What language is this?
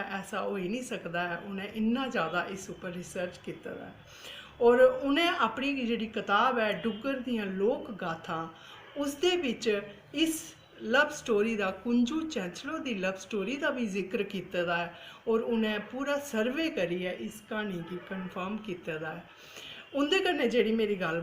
Dogri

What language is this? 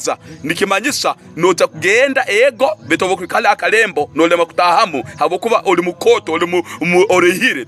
Tooro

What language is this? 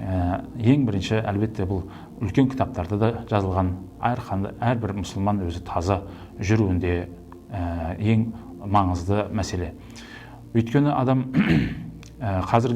Kazakh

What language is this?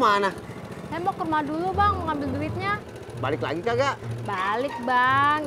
Betawi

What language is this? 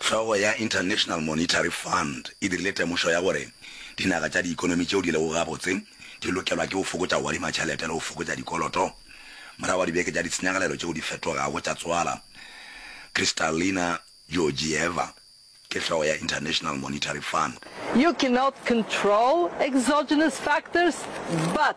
Northern Sotho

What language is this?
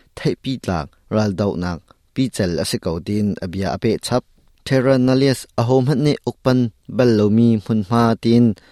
Hakha Chin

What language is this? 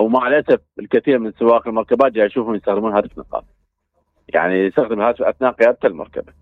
Mesopotamian Arabic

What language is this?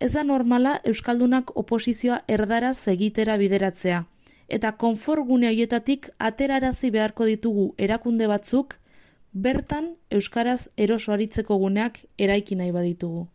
Basque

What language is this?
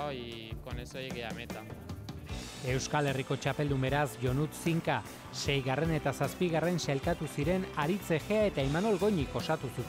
Basque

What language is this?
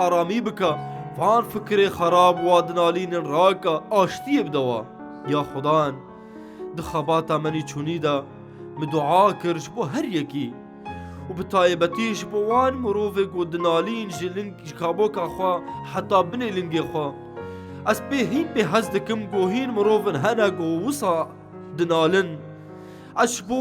Kurdish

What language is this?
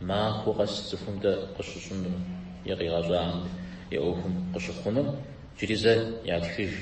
Kabardian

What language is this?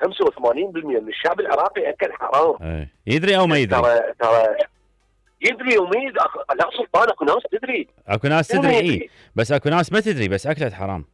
Mesopotamian Arabic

